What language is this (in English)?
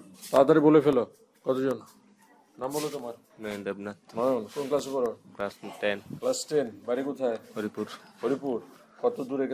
Bangla